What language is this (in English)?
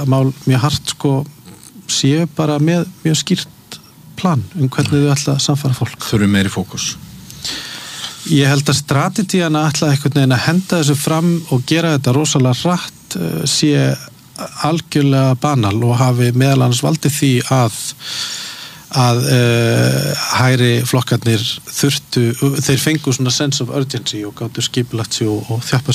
Icelandic